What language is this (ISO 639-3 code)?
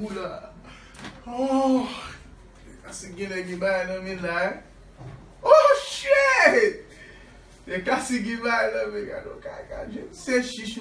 hat